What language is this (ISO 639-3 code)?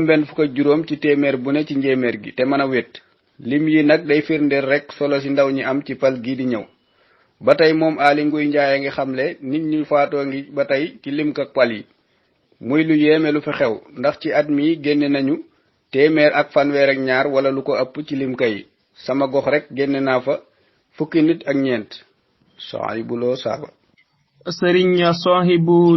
wol